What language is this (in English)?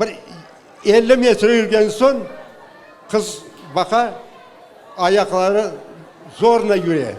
Crimean Tatar